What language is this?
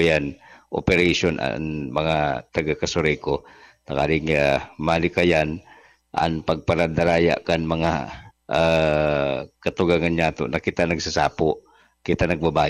Bikol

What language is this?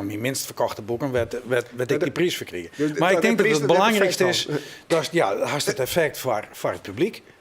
Western Frisian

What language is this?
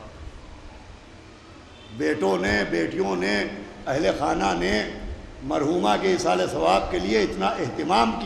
Urdu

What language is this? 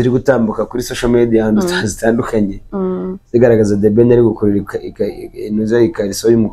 Kinyarwanda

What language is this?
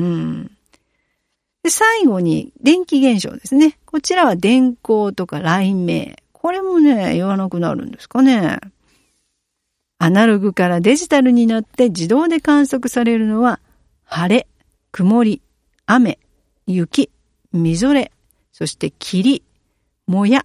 Japanese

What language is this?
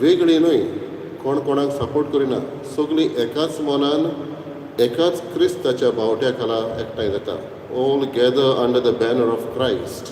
Konkani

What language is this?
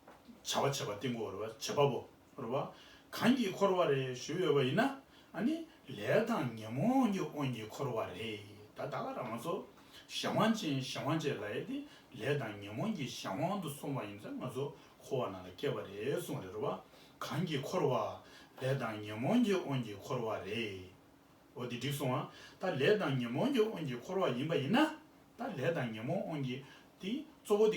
Tibetan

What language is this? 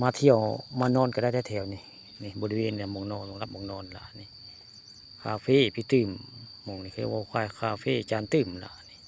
Northeastern Thai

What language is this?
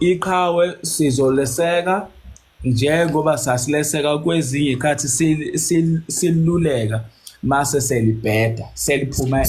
Zulu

